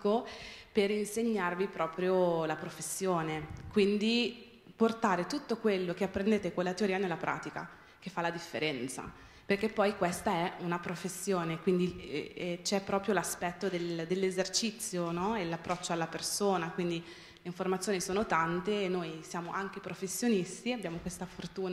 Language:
Italian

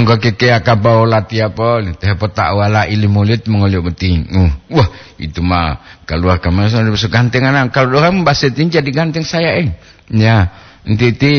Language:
Gorontalo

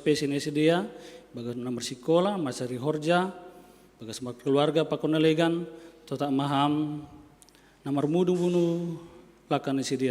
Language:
Batak Simalungun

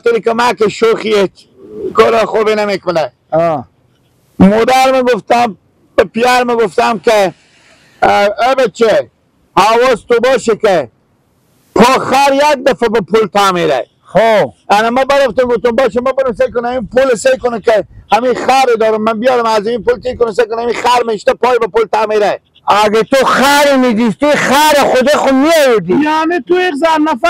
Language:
Persian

